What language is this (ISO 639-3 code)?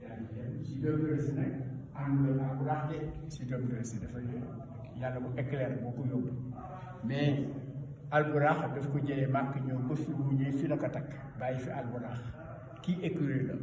wol